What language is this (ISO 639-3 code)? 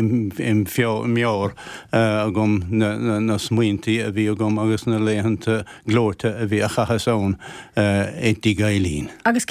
gle